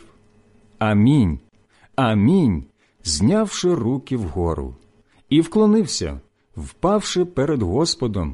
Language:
Ukrainian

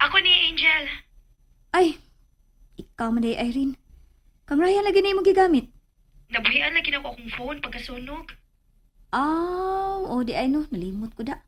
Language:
Cebuano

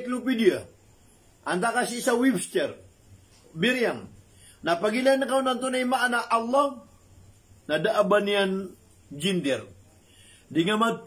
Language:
Maranao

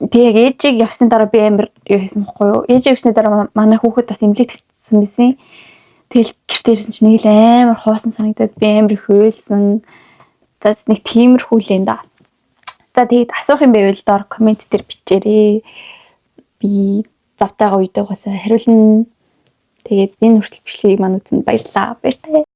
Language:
Mongolian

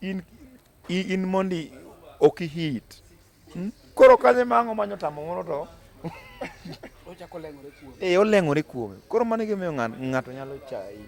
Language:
Luo (Kenya and Tanzania)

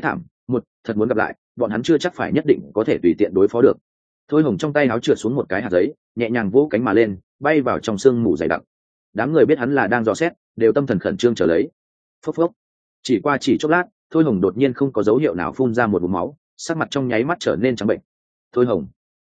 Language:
Vietnamese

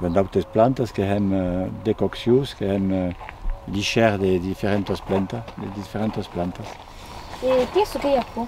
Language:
Occitan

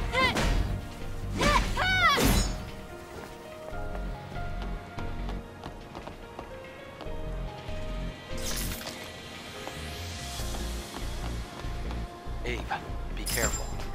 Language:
English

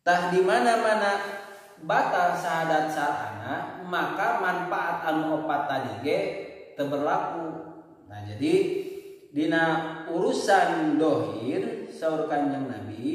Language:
Sundanese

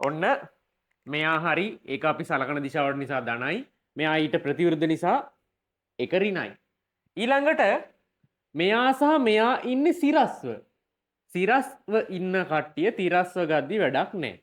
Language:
Sinhala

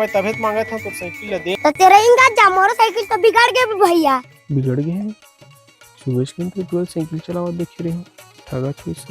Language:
Chhattisgarhi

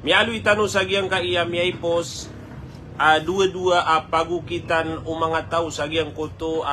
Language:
Maranao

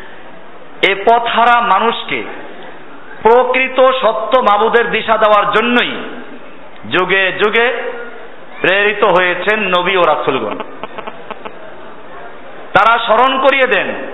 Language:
Bangla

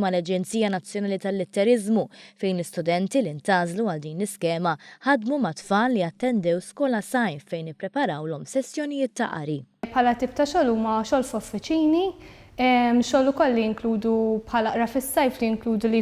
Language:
Maltese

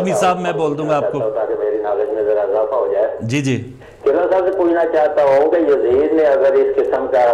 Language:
Urdu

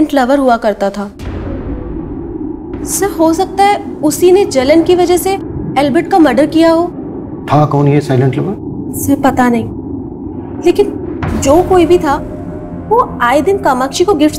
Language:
Hindi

